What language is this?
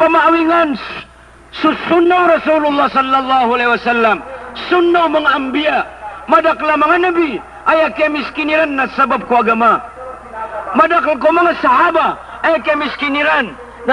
Maranao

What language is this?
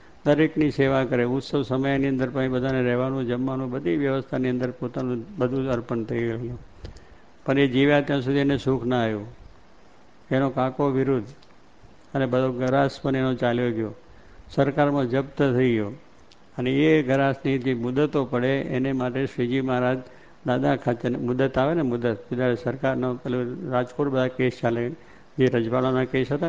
Gujarati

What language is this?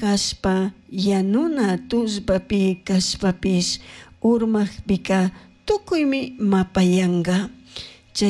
Chimborazo Highland Quichua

